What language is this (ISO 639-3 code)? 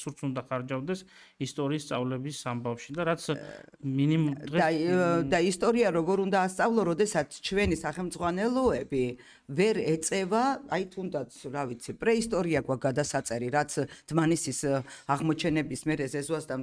kat